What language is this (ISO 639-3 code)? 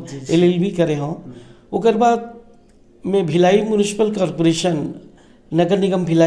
hne